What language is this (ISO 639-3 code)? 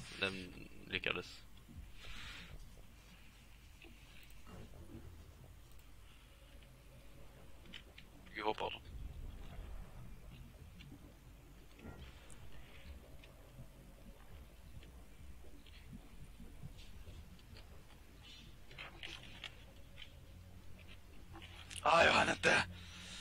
swe